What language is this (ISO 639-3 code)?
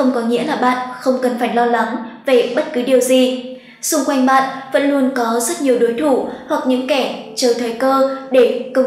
vie